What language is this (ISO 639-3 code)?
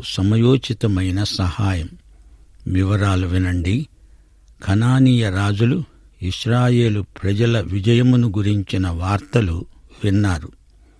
tel